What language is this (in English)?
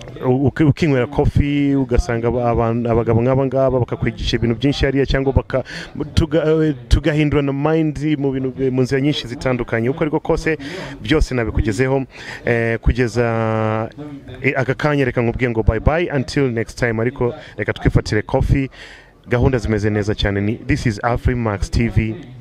Kinyarwanda